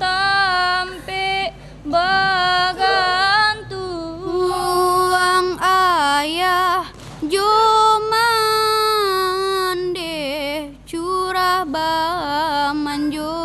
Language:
Minangkabau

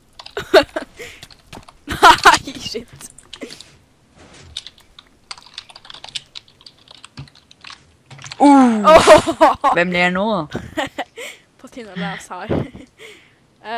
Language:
Norwegian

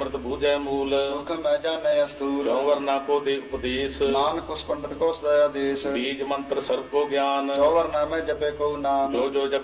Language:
Punjabi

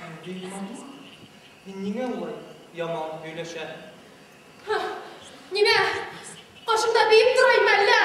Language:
Bashkir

